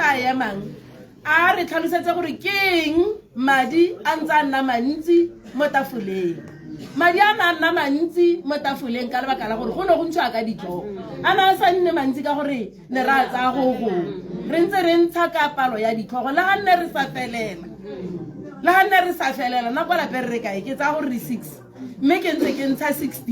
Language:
Tswana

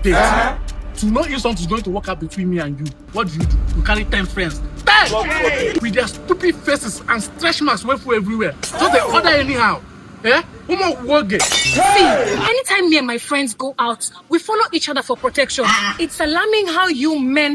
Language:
Nigerian Pidgin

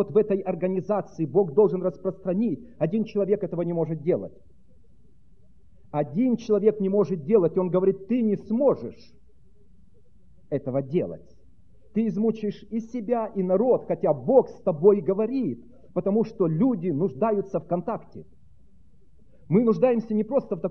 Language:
Russian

